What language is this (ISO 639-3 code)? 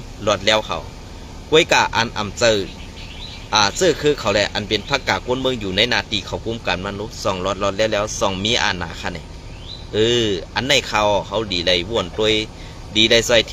shn